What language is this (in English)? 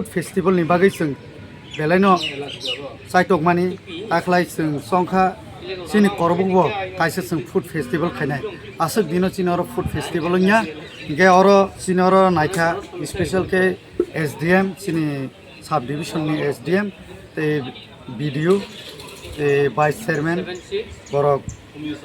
Kok Borok